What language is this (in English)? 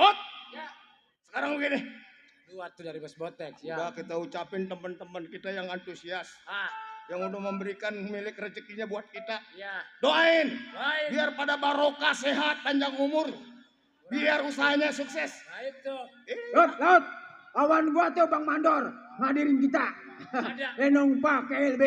Betawi